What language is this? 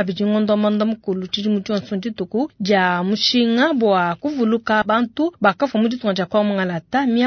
Luba-Lulua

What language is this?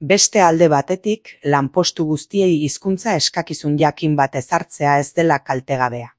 Basque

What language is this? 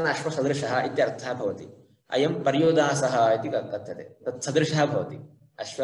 Sanskrit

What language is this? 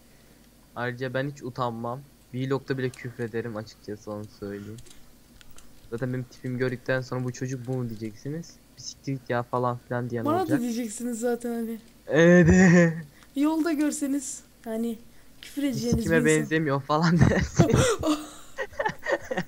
Turkish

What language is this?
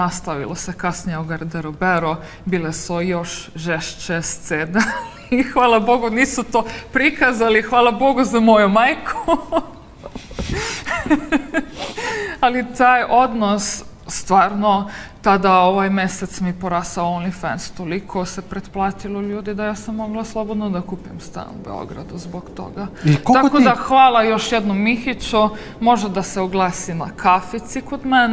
Serbian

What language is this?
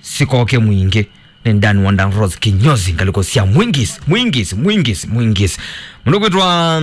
Kamba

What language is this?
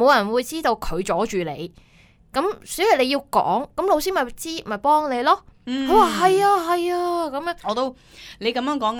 Cantonese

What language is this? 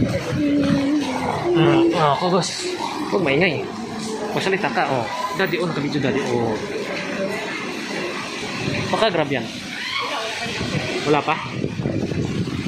Filipino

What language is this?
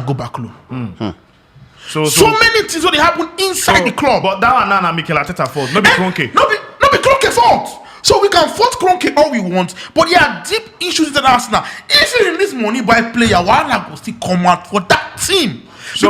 Nigerian Pidgin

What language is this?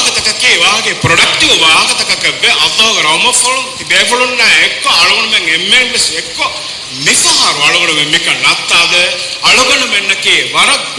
Divehi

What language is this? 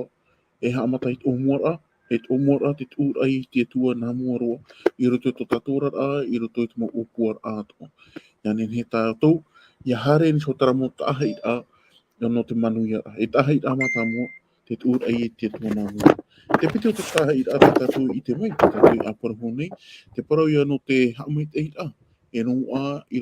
Tahitian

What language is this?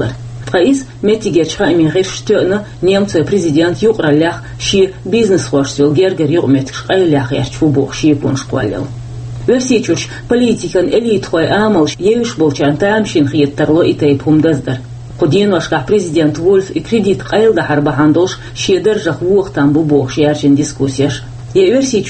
Chechen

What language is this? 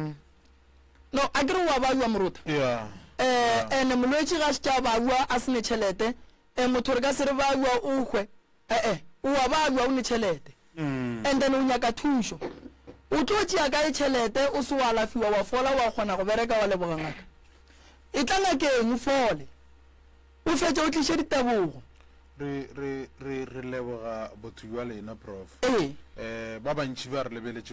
Northern Sotho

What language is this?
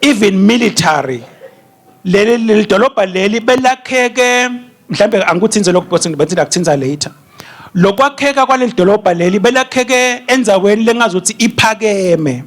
Swati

